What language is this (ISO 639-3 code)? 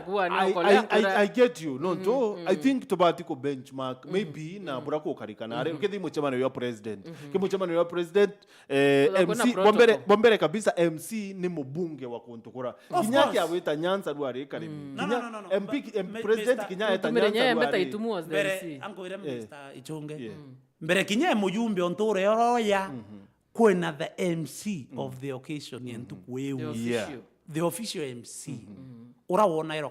mer